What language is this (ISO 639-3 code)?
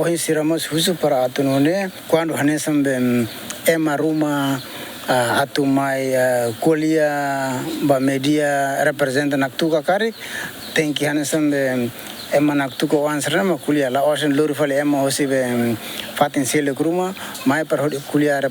tet